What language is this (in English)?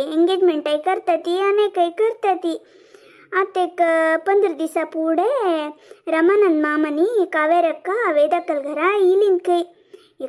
Konkani